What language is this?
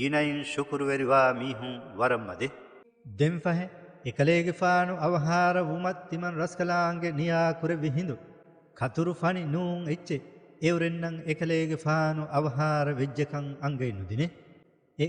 Divehi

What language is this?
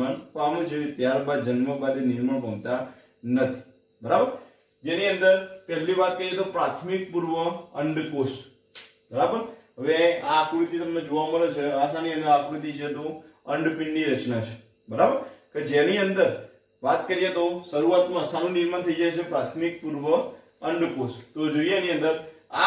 Gujarati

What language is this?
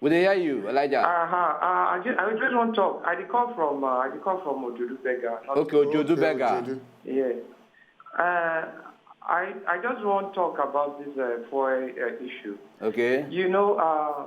Nigerian Pidgin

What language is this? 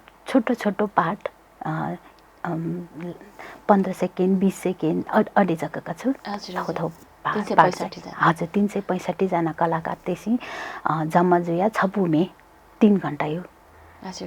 Newari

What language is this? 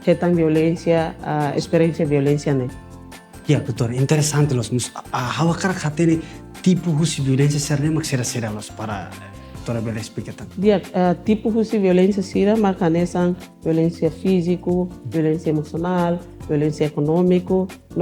Tetum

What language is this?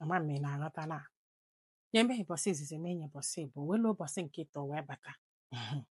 Igbo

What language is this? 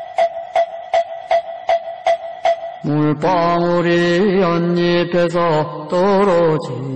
Korean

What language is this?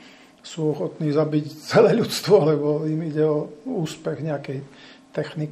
Slovak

